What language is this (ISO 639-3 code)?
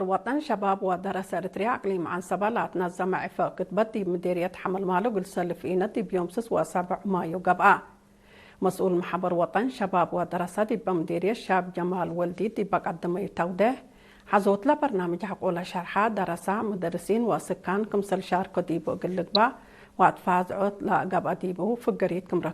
tig